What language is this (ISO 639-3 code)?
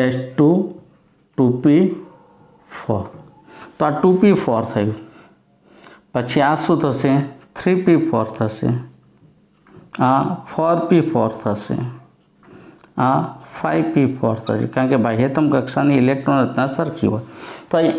guj